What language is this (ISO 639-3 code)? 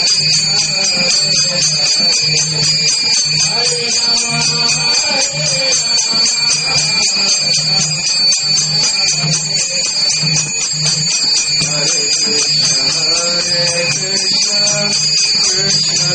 hin